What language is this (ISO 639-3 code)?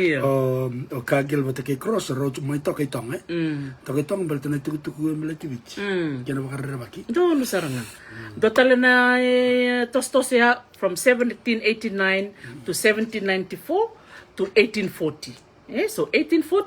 fij